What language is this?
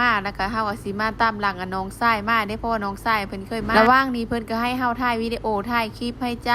Lao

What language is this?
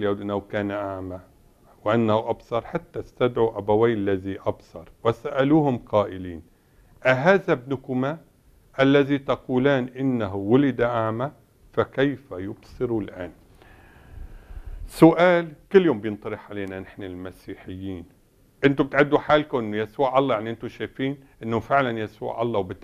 North Levantine Arabic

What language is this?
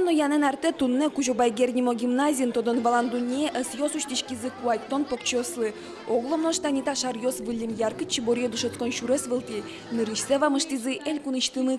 Udmurt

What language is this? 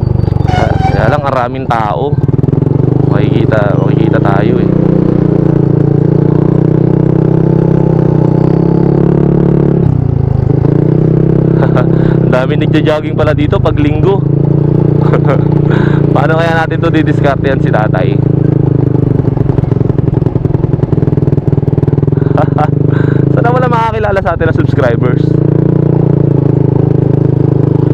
Filipino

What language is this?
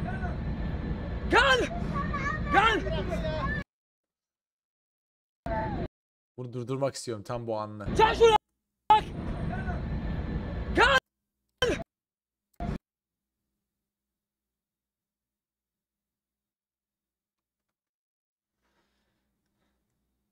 Turkish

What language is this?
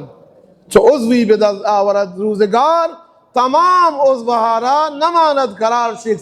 Baluchi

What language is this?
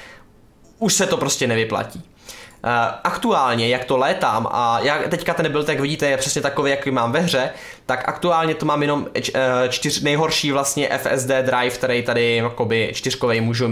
Czech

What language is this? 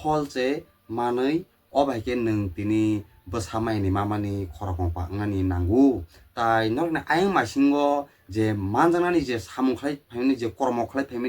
Kok Borok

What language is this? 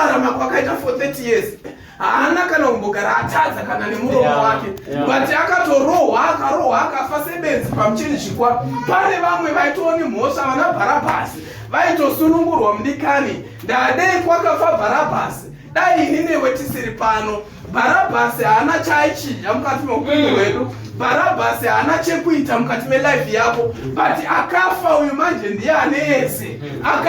Shona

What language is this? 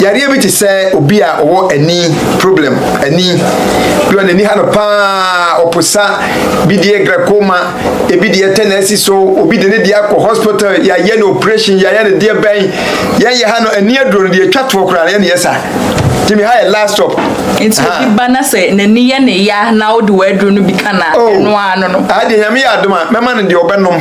Akan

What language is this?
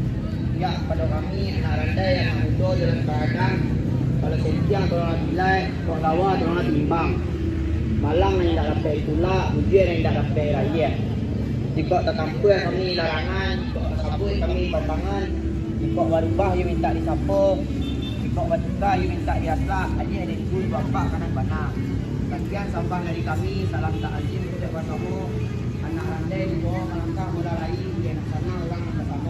Minangkabau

